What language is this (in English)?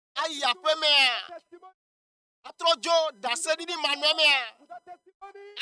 Ewe